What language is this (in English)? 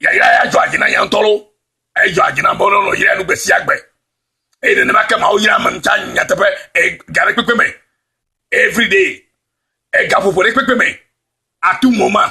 Ewe